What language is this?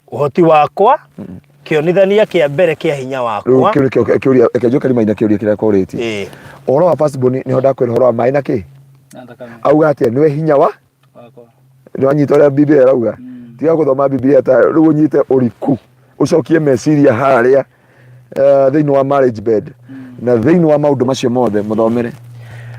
Kikuyu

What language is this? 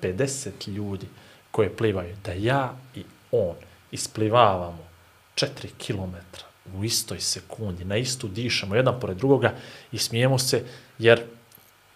Bosnian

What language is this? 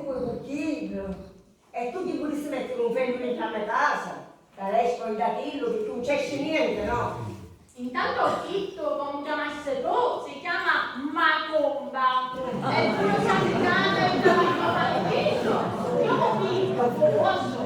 Sicilian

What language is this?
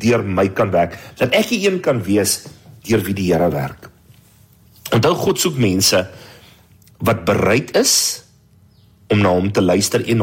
Afrikaans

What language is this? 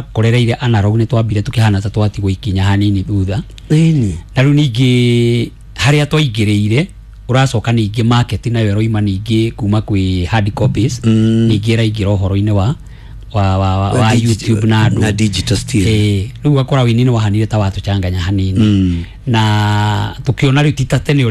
Kikuyu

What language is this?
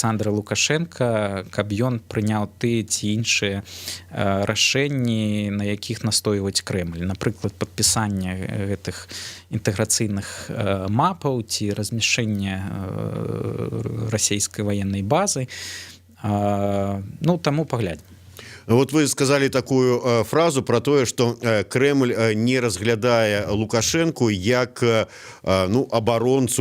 Belarusian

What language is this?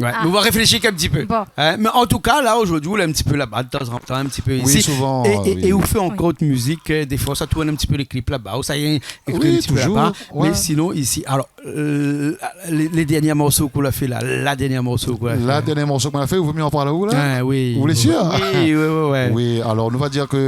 Réunion Creole French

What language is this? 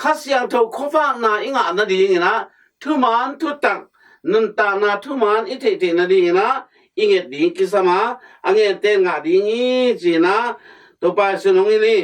Tedim Chin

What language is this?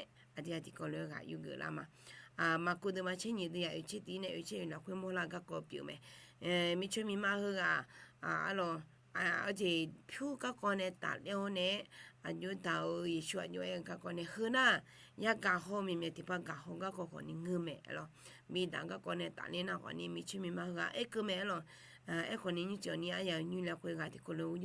Akha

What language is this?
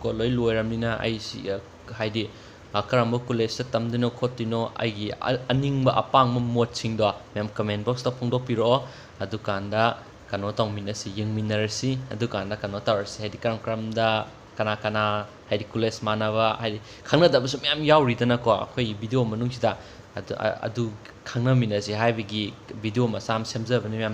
Manipuri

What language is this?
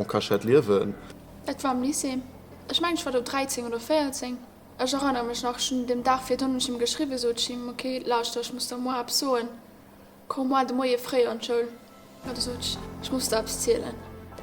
Luxembourgish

